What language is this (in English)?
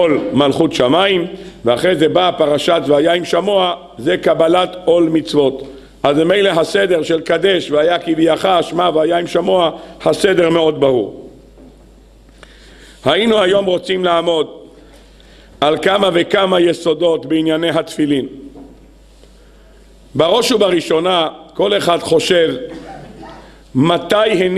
Hebrew